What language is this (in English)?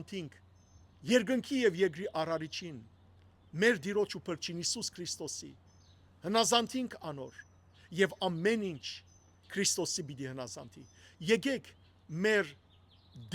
Western Armenian